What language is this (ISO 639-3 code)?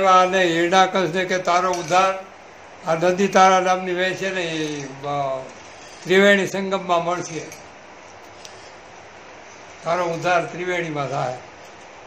guj